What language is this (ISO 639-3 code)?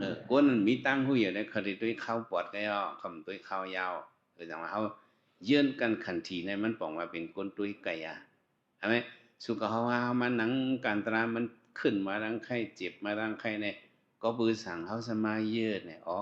shn